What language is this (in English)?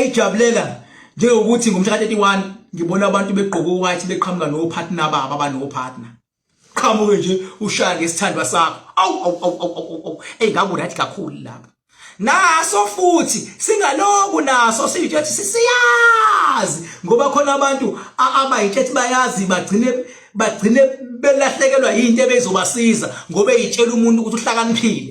Zulu